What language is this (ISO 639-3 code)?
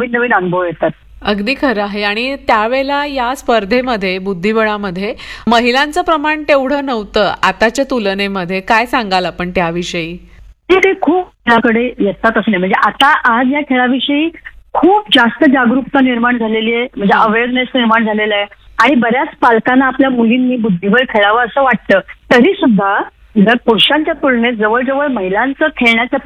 mar